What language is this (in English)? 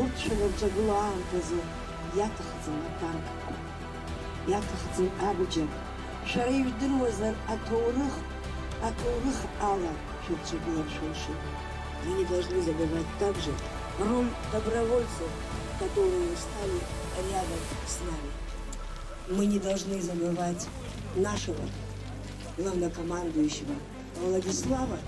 Abkhazian